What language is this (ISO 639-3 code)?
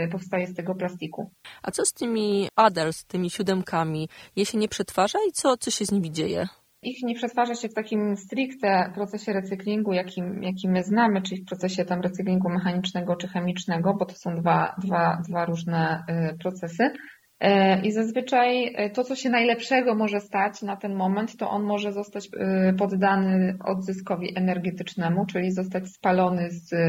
pol